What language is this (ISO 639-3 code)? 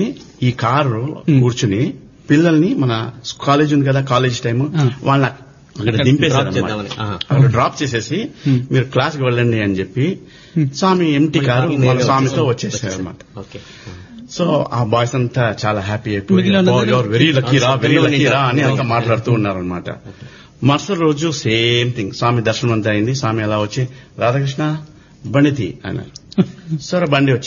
tel